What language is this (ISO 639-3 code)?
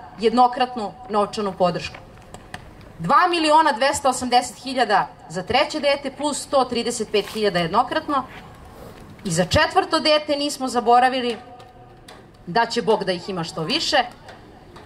srp